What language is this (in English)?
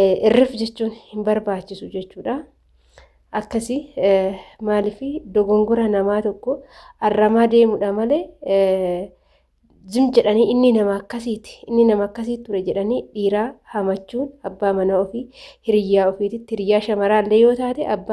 Oromo